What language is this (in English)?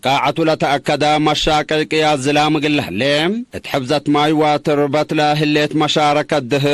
Tigre